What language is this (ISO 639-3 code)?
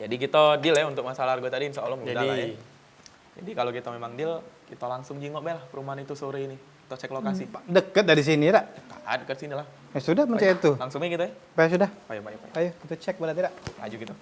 mui